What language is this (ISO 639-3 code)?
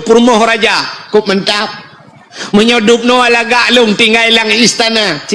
ace